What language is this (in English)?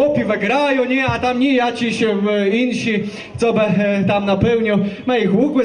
Kashubian